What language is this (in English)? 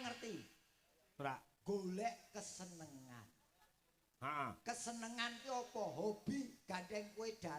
Javanese